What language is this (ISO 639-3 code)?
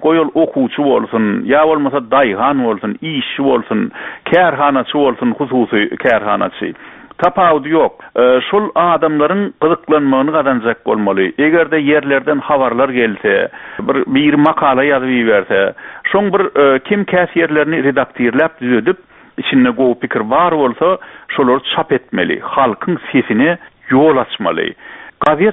tuk